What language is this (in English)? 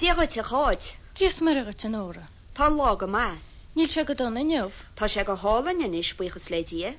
Irish